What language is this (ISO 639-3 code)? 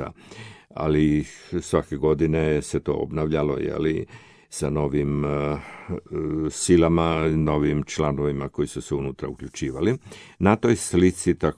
hrv